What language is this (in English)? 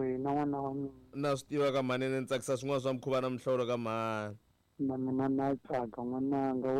Tsonga